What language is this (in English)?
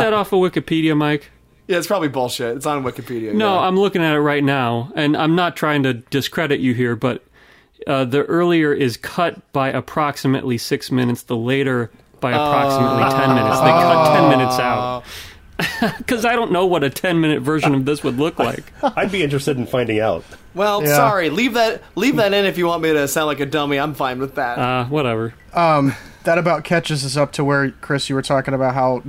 English